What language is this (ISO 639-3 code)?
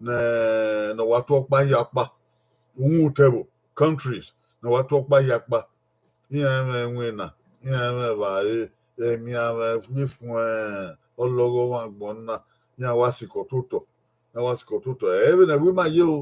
bin